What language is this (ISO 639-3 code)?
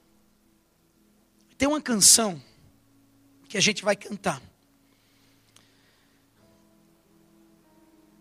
por